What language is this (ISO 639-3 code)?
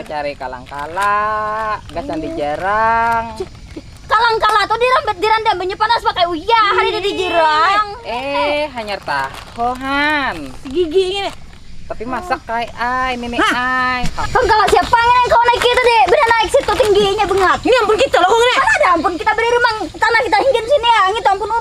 bjn